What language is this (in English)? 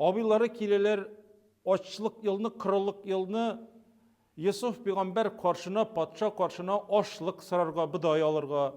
Tatar